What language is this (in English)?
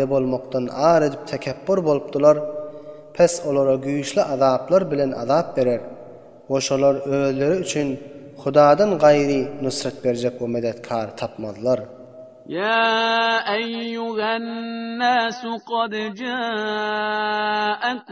Turkmen